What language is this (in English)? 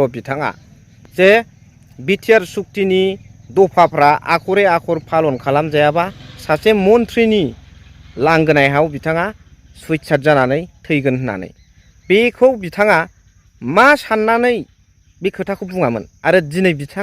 Bodo